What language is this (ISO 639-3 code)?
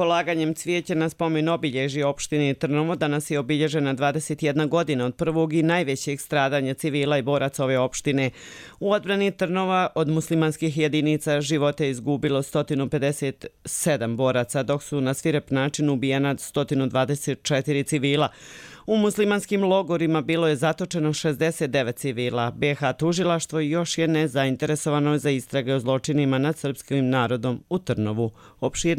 hrv